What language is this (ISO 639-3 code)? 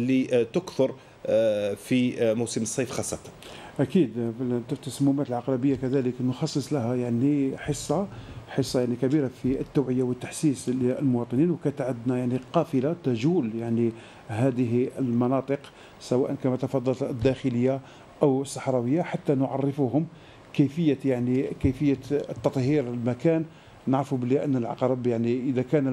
arq